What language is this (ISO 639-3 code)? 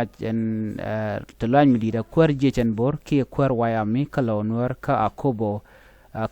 nus